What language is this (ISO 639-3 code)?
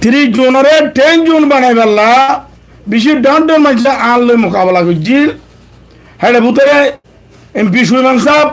rhg